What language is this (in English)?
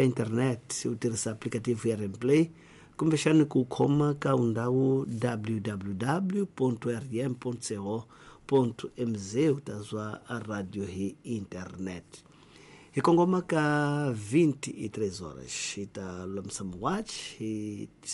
Tsonga